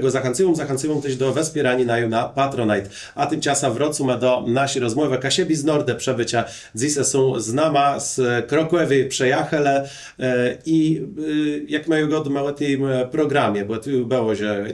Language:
Kashubian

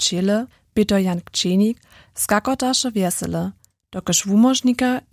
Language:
Upper Sorbian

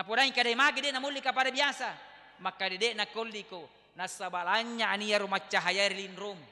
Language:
Buginese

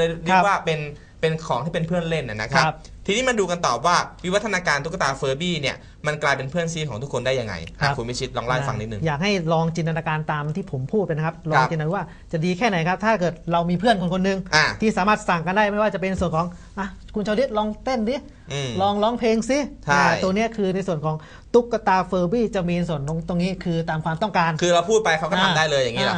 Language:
Thai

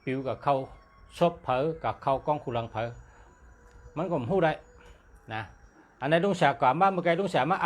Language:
Shan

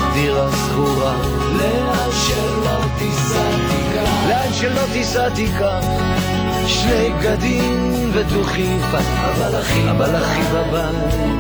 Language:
Hebrew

